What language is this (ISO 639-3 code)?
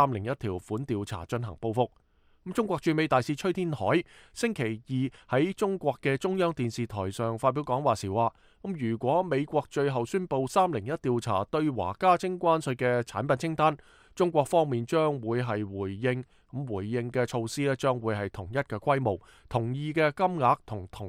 yue